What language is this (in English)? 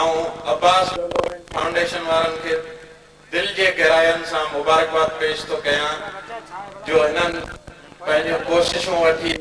Sindhi